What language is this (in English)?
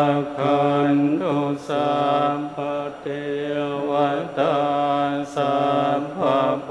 Pali